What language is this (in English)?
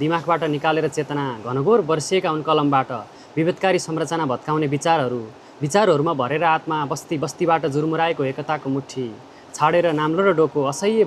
Nepali